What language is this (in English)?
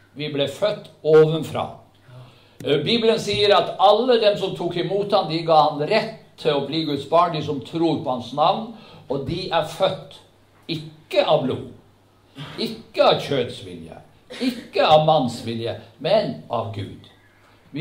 Norwegian